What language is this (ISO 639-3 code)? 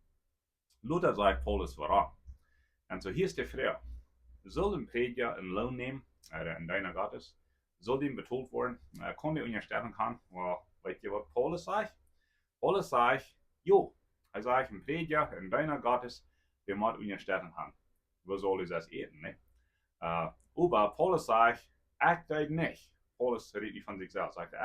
pdt